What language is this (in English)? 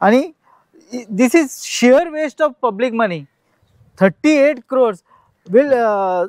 Konkani